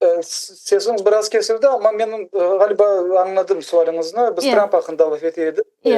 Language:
Crimean Tatar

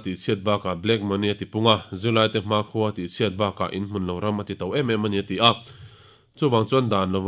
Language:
Mizo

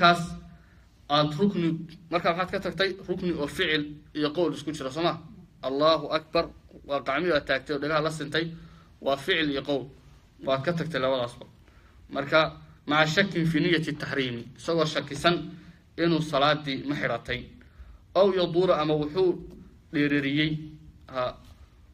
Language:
Somali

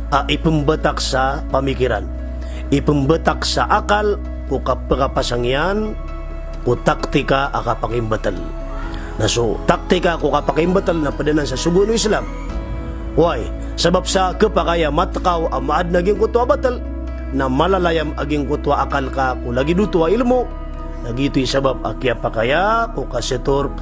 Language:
Maranao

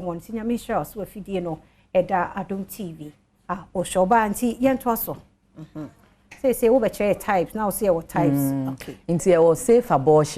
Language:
Akan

